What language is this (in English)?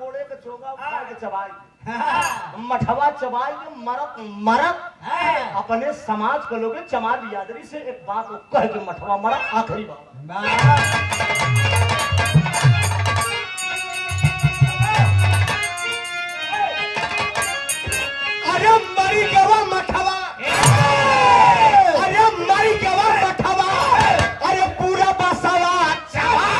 Bhojpuri